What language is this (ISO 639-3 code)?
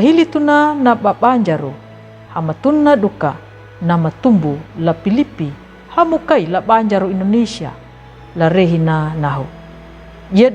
xbr